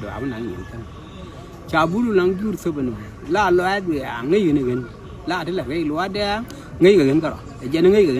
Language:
Nuer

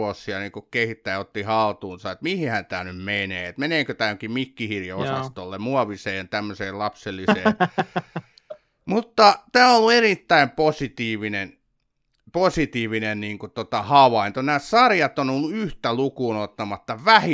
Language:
Finnish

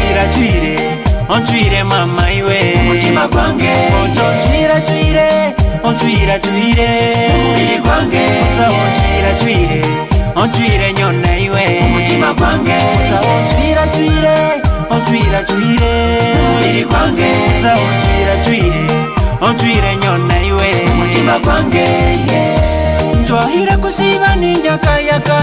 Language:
Nyoro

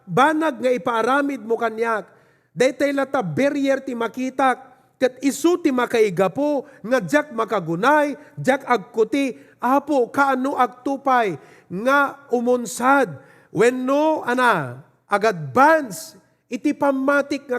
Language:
Iloko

